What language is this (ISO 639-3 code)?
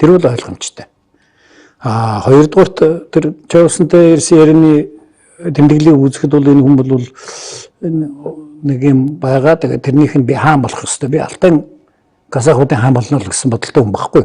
mon